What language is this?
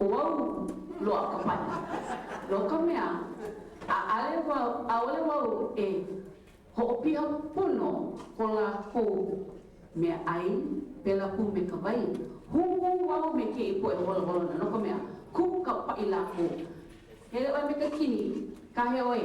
Hawaiian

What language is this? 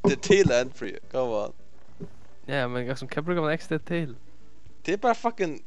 Faroese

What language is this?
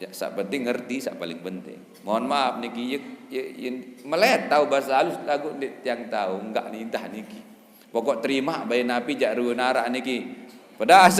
Sasak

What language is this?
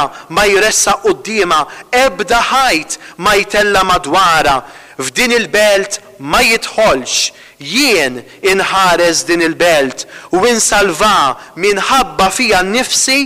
Maltese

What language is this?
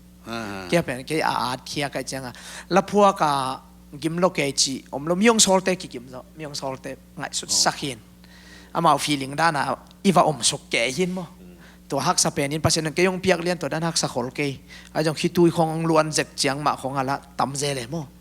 Tedim Chin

